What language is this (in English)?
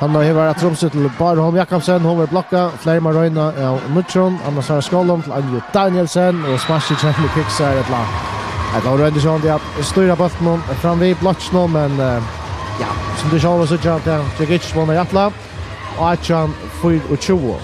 Faroese